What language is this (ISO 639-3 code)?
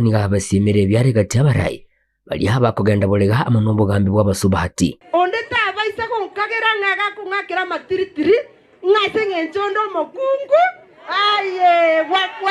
guz